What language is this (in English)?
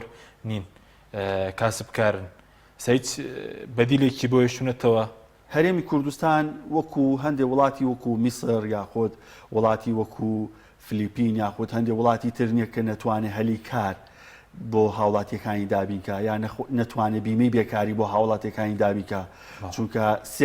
Central Kurdish